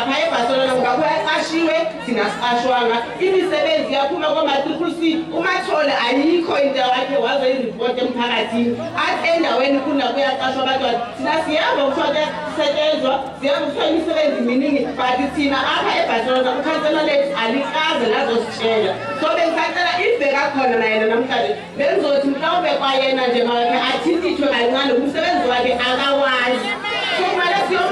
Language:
Zulu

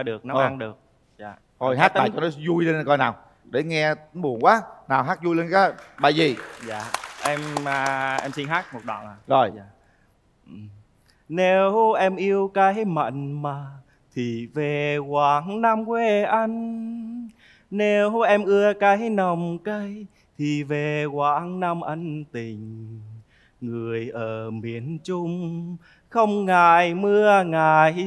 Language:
Vietnamese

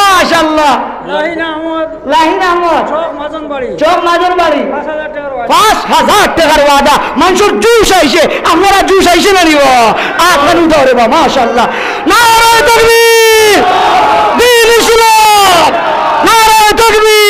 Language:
Sylheti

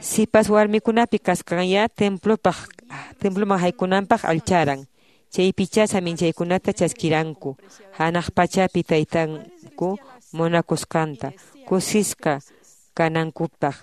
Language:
Quechua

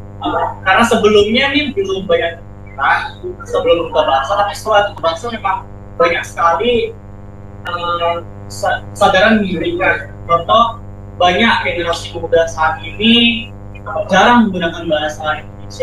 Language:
Indonesian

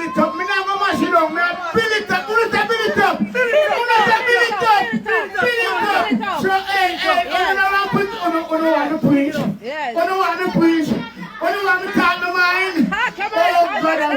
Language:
Jamaican Creole English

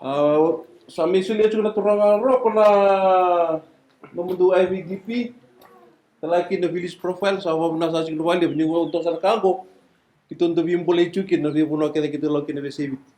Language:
Fijian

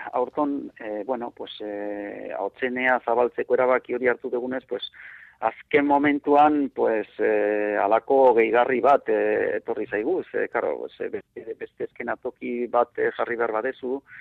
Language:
Basque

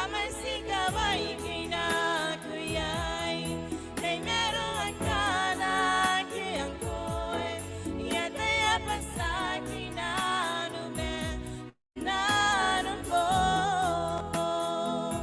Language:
Gilbertese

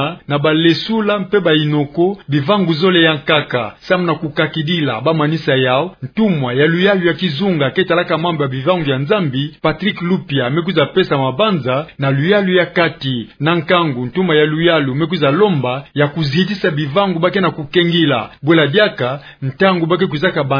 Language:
Kituba (Democratic Republic of Congo)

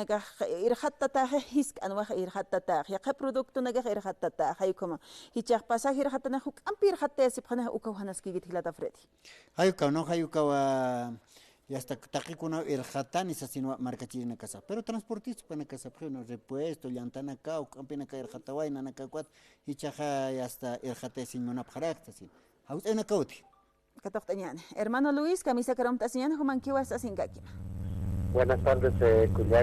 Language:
Aymara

